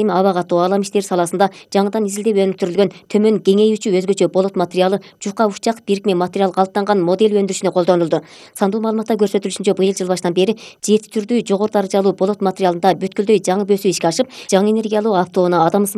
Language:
Kyrgyz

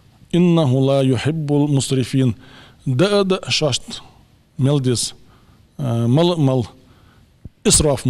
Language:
Ingush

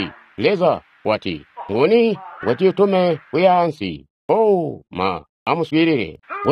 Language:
Tonga (Zambia)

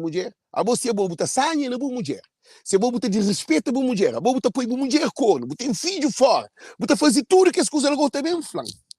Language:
Kabuverdianu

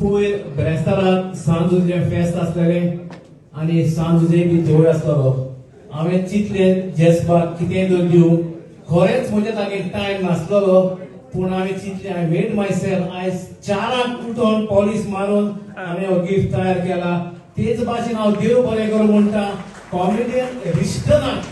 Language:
Konkani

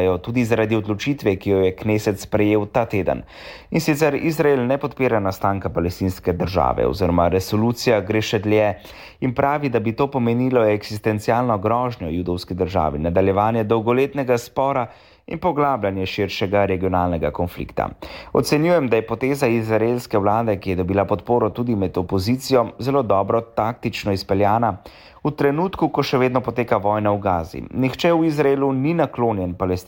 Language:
Slovenian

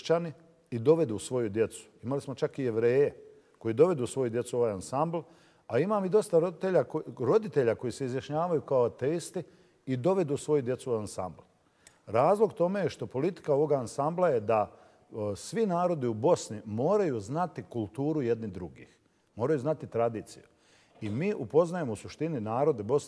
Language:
Bosnian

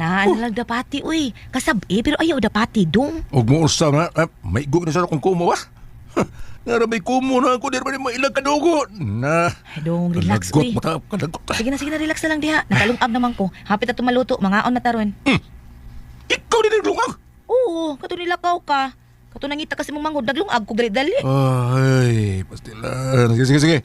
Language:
Cebuano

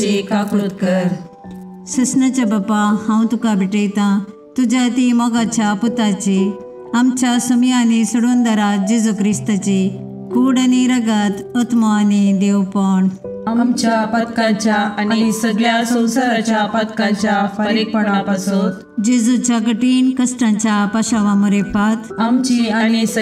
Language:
Konkani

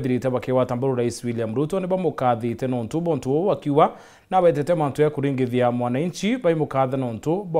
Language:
Meru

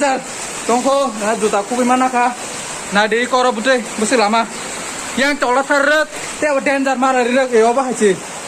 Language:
Kok Borok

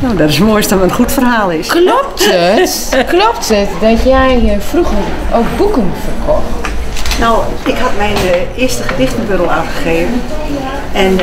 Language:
Western Frisian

